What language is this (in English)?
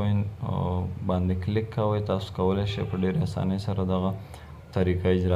Pashto